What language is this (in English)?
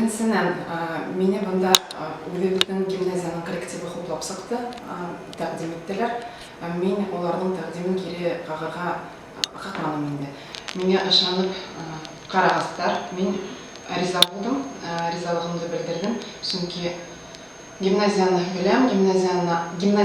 Bashkir